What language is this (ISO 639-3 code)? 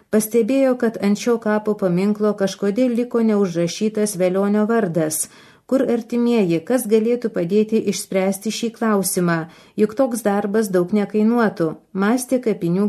lit